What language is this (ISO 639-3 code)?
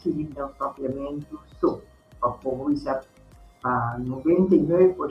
pap